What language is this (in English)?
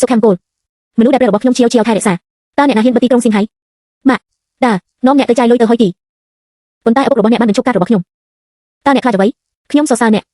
Khmer